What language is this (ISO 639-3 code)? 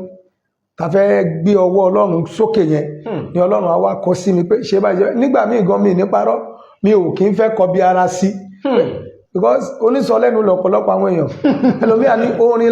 yor